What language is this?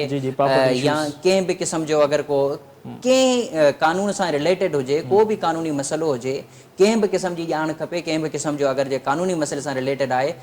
Sindhi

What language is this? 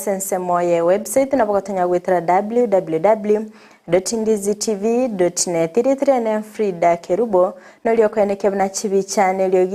Gusii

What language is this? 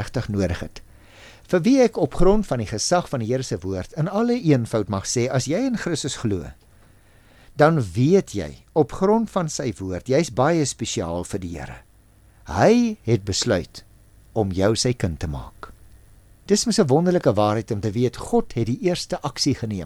Afrikaans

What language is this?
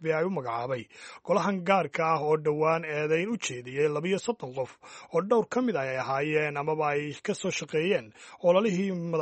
Somali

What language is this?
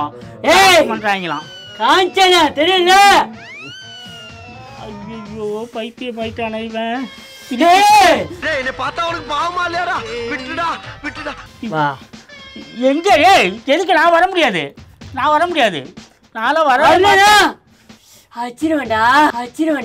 Tamil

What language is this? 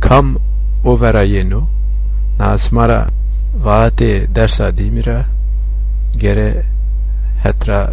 Zaza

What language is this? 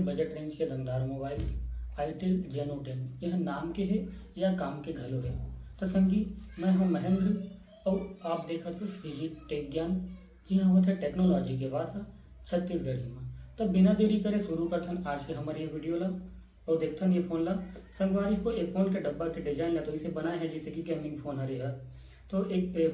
Chhattisgarhi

